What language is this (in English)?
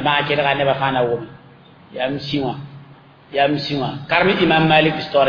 Mossi